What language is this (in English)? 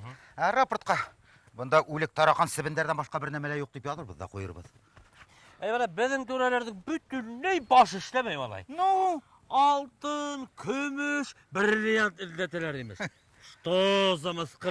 Bashkir